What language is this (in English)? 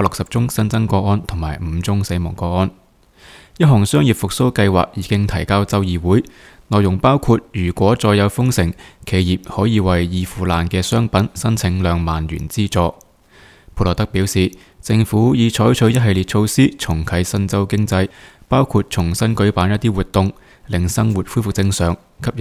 Cantonese